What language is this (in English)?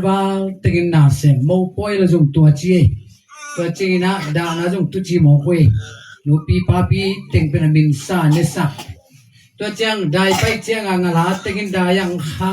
Tedim Chin